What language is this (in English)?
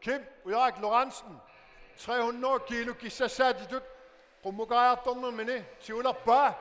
Kalaallisut